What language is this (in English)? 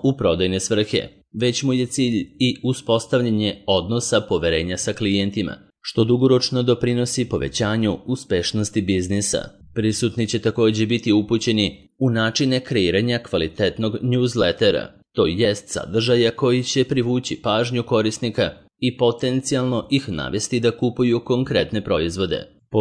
Serbian